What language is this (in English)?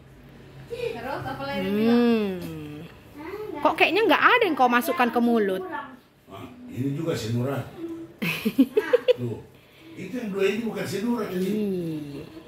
Indonesian